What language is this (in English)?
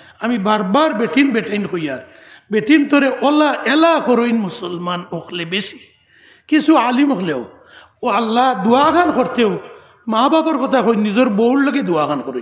Sylheti